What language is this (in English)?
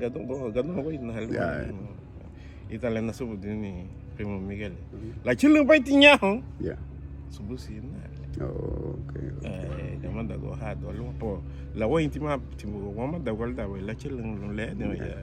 Garifuna